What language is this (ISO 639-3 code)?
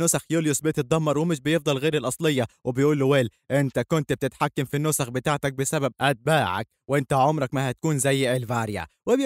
arz